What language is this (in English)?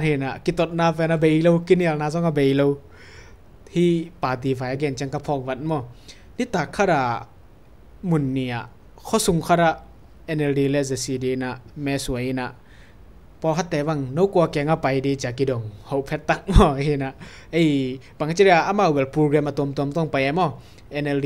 Tedim Chin